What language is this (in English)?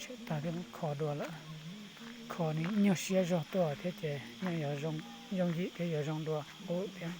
Hmong